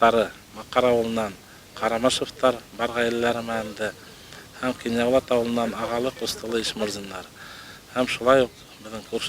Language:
Bashkir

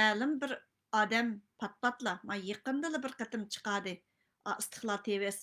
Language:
Uyghur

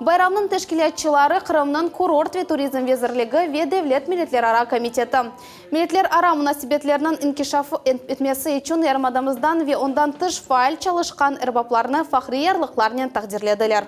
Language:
Crimean Tatar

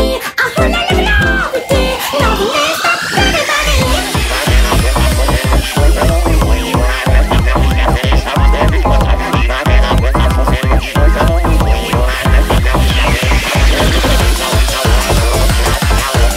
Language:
Japanese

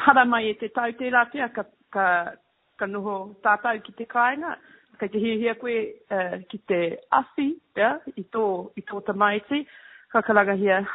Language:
Māori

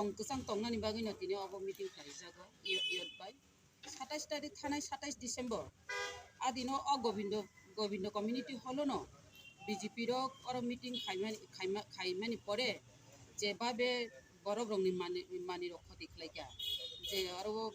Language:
Kok Borok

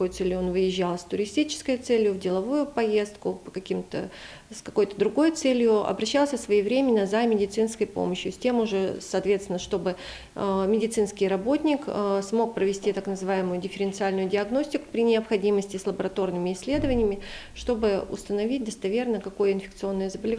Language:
Udmurt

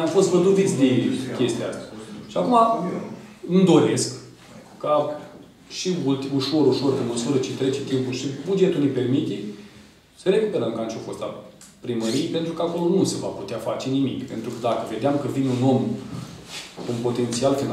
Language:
Romanian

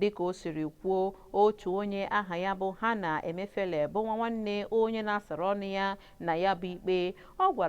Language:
Igbo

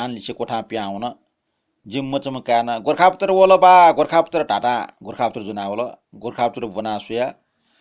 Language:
Newari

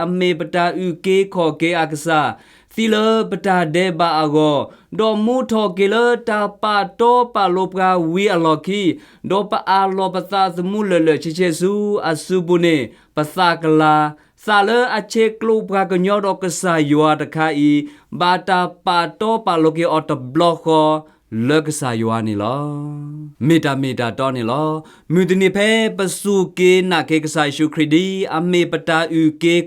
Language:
S'gaw Karen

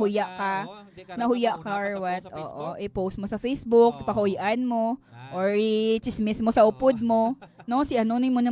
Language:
Hiligaynon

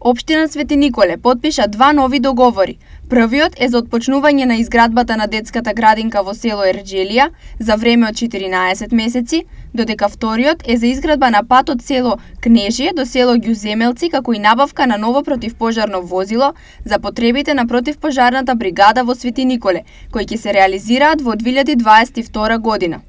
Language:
Macedonian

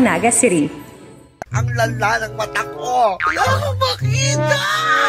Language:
Bikol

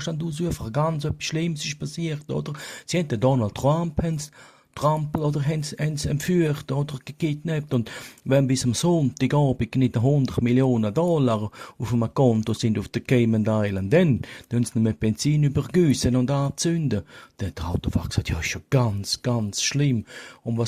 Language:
Swiss German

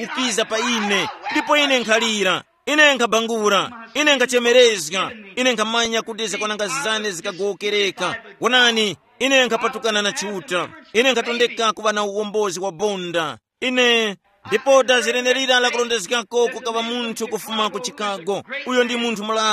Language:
Tumbuka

